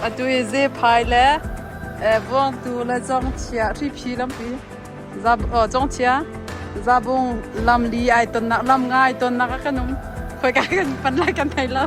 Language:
Hakha Chin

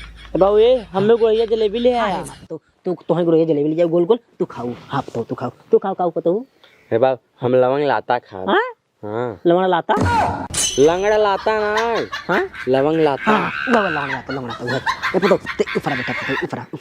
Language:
Awadhi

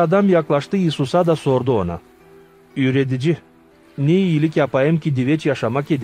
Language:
Gagauz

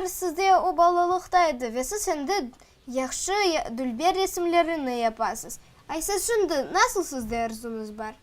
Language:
Crimean Tatar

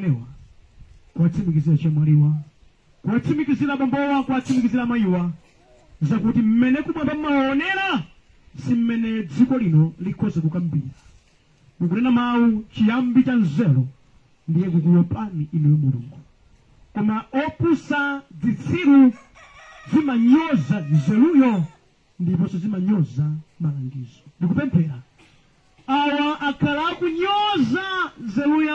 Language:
Nyanja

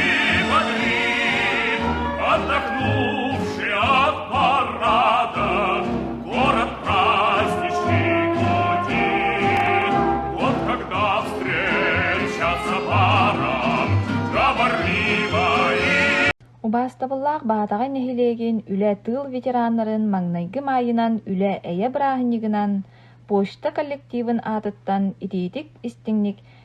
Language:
Yakut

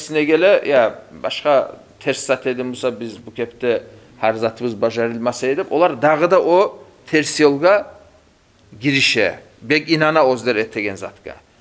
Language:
Kumyk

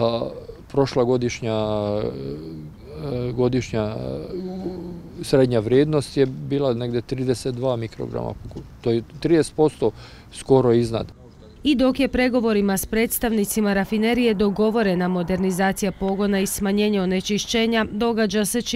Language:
Croatian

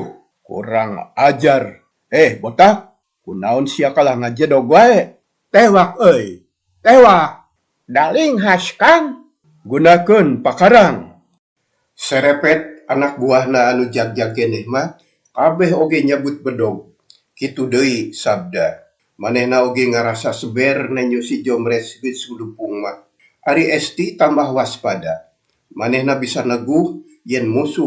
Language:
Sundanese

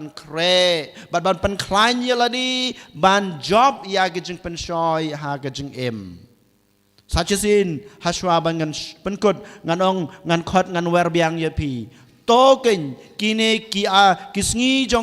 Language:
Khasi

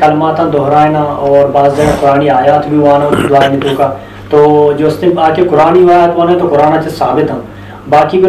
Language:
Eastern Balochi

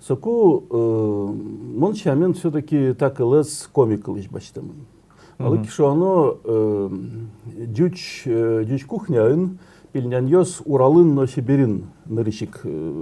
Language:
Udmurt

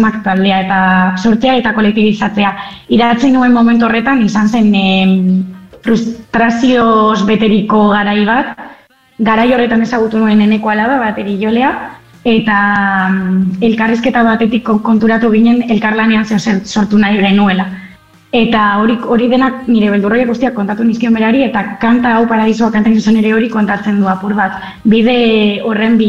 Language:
Basque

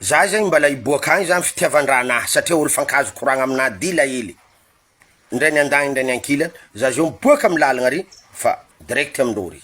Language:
Malagasy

